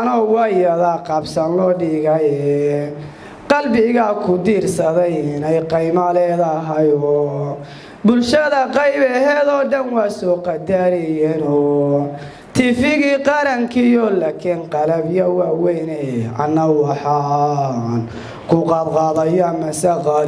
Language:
Somali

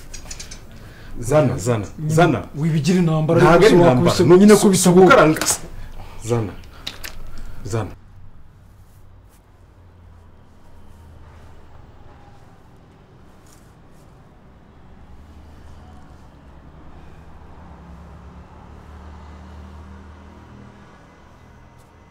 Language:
Kinyarwanda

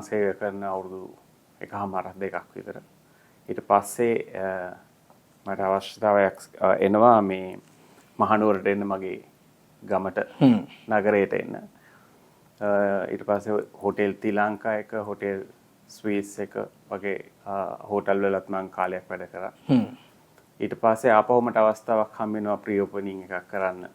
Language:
Sinhala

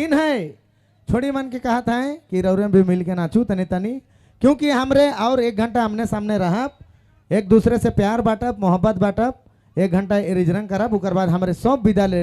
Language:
Sadri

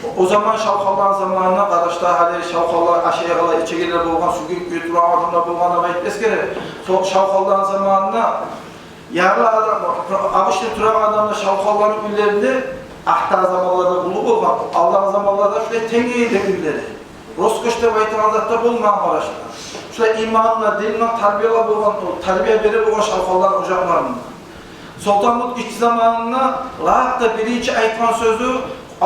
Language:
Kumyk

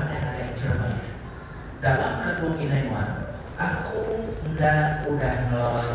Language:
Iban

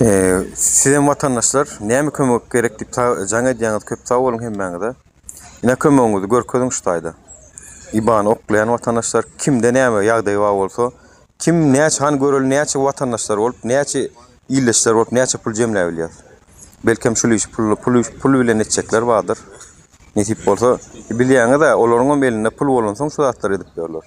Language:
Turkmen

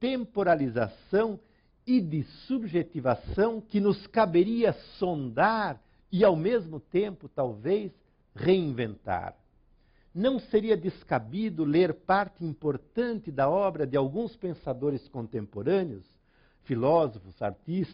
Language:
Portuguese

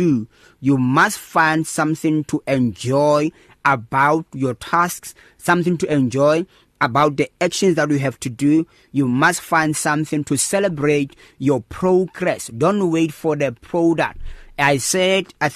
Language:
English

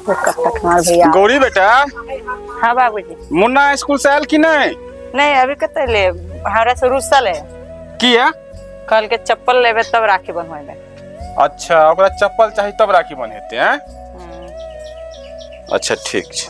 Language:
Maithili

